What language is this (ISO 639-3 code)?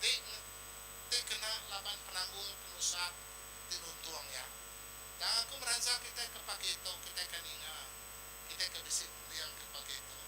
iba